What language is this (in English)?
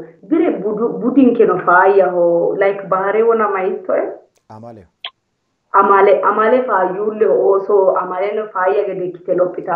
Sidamo